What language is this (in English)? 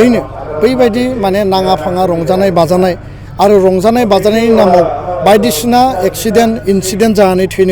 Bodo